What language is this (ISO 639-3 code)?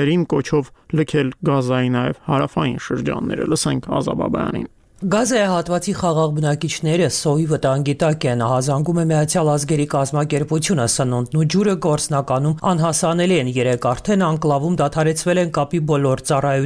hye